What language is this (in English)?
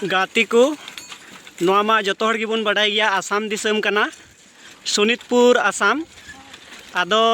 Santali